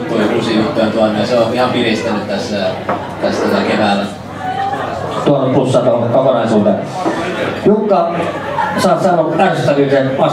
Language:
Finnish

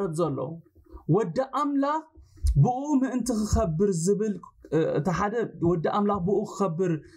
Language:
Tigrinya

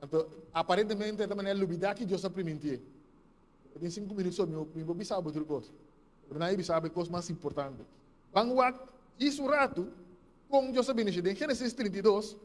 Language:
Papiamento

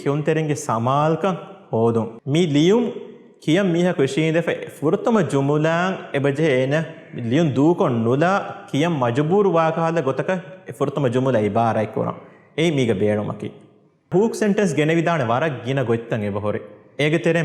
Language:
Divehi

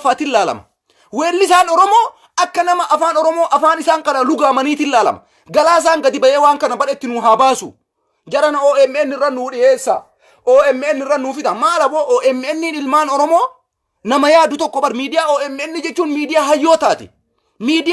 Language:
Oromo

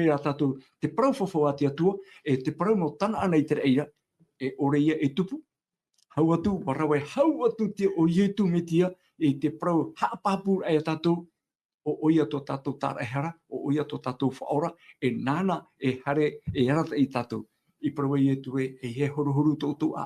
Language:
Tahitian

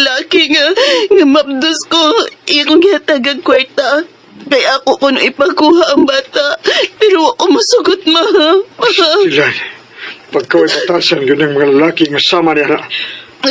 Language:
Cebuano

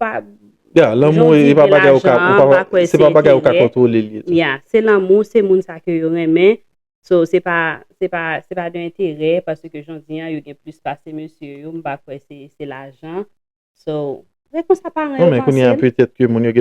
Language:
Haitian Creole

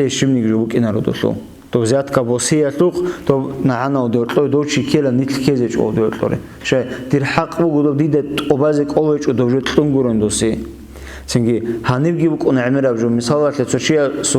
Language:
Avaric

